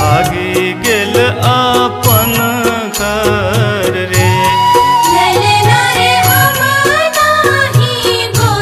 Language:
Bhojpuri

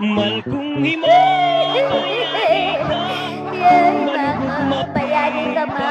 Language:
Pampanga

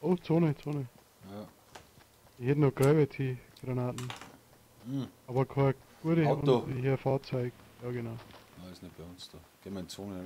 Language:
Bavarian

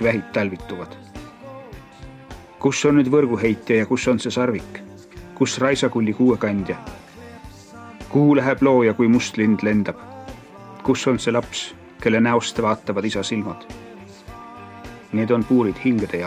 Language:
Estonian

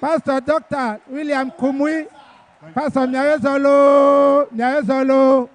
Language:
Ewe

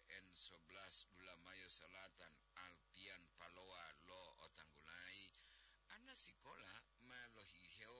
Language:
Gorontalo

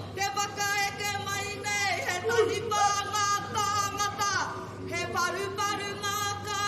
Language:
Māori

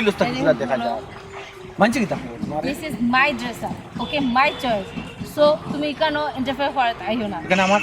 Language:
Sylheti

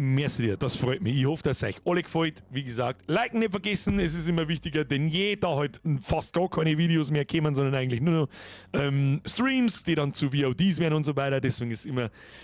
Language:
Bavarian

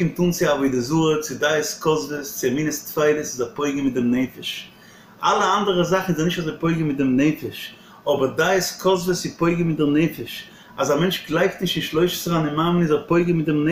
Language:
Yiddish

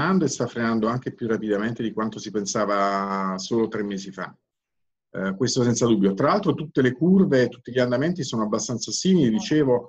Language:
Italian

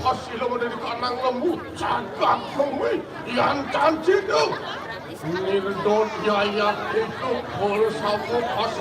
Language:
Balinese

